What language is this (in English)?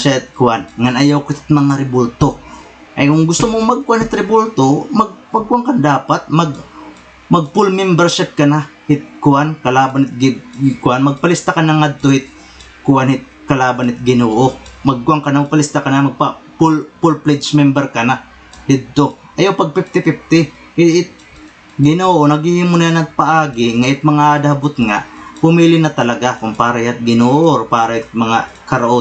Waray